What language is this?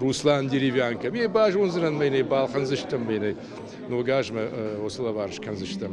Ossetic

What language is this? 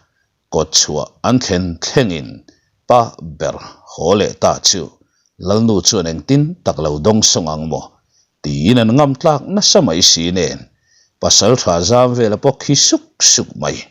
Mizo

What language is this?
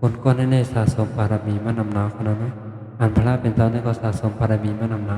Shan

